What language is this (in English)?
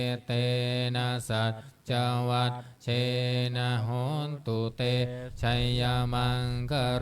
Pali